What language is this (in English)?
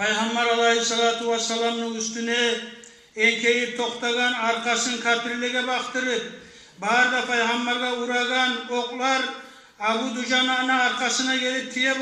Kumyk